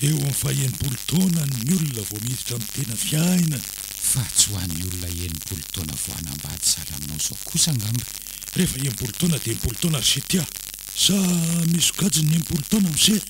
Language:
Malagasy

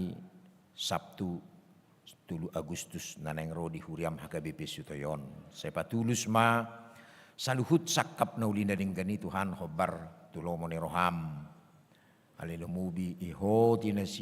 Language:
Batak Toba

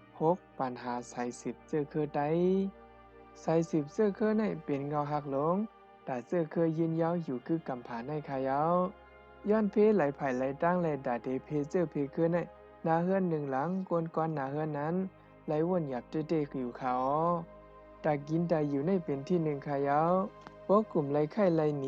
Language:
Shan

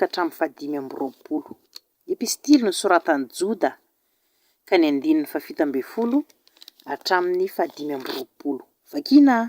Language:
Malagasy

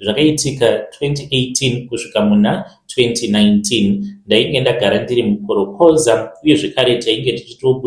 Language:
Shona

